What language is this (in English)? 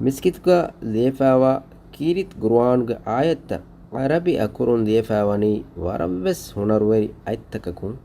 Divehi